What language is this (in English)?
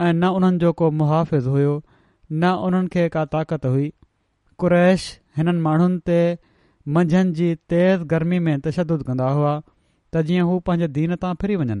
Sindhi